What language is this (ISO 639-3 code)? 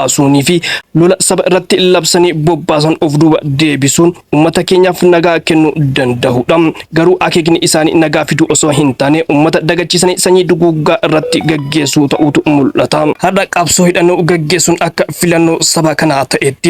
orm